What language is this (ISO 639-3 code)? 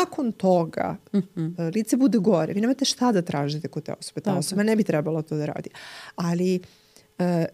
srp